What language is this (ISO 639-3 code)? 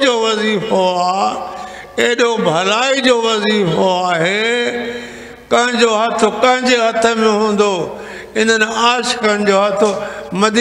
snd